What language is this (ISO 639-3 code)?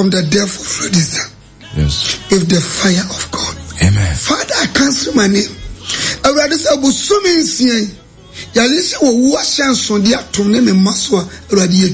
aka